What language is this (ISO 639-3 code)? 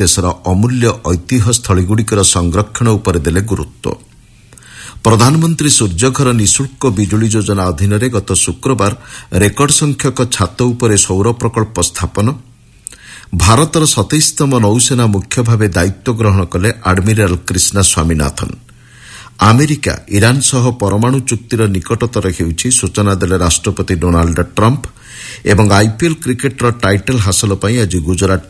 ori